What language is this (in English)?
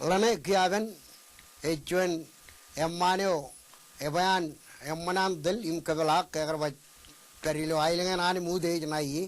Marshallese